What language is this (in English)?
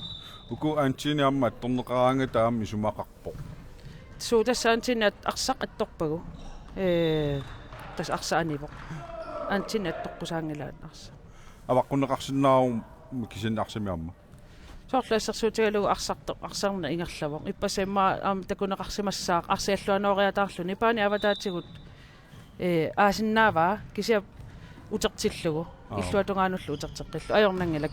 Kalaallisut